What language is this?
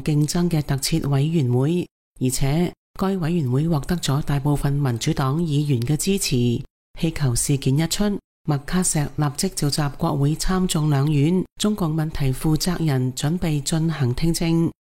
Cantonese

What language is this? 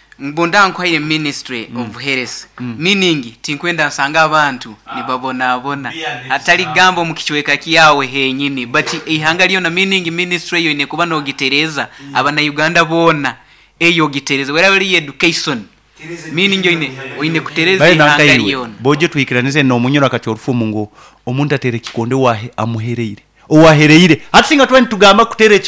Nyoro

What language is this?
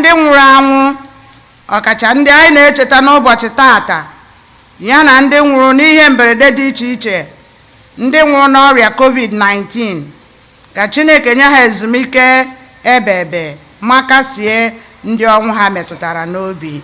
Igbo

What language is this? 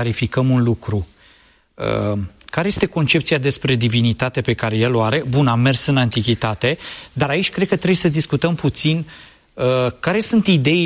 Romanian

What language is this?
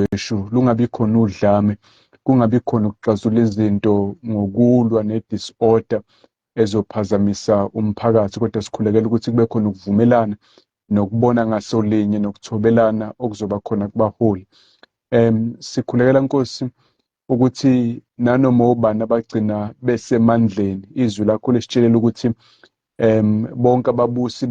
Zulu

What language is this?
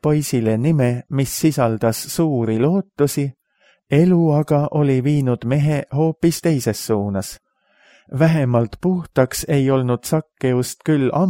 Estonian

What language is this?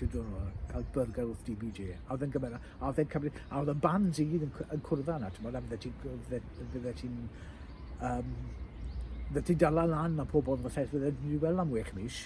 Welsh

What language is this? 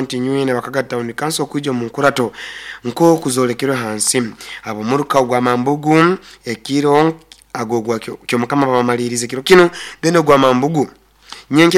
Nyoro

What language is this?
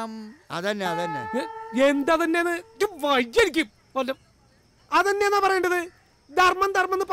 Malayalam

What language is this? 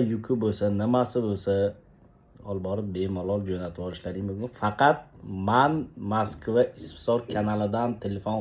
Uzbek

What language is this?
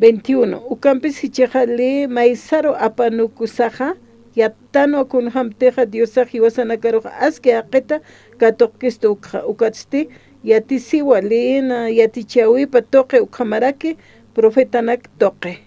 Aymara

